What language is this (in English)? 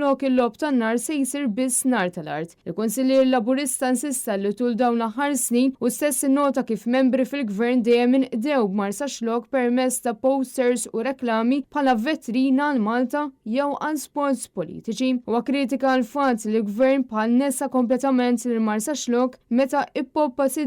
Maltese